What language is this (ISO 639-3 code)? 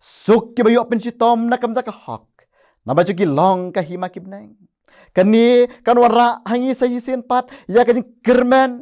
kha